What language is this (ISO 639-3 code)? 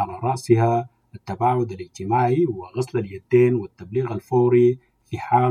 ara